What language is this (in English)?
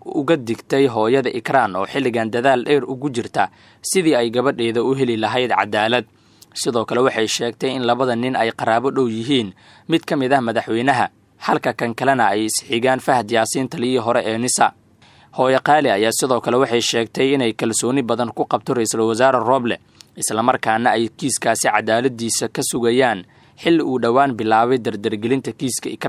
Somali